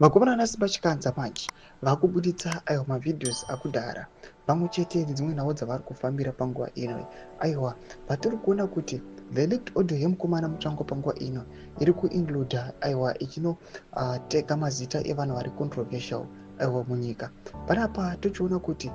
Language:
Shona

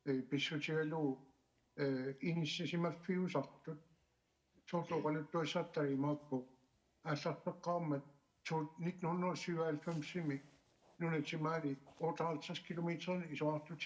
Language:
Kalaallisut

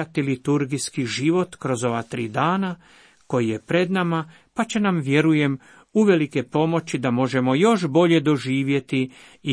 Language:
Croatian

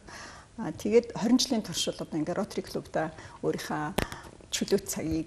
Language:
Mongolian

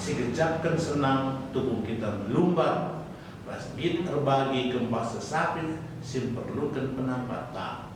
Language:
Batak Karo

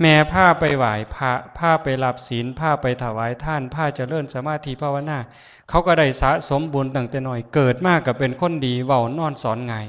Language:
Northeastern Thai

